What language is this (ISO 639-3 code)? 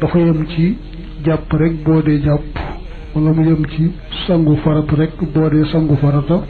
wol